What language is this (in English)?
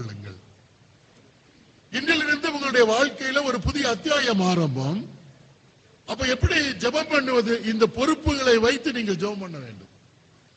Tamil